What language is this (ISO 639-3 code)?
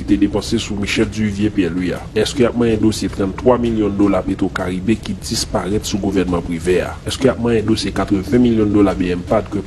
hat